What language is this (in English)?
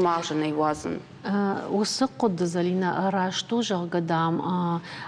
Ossetic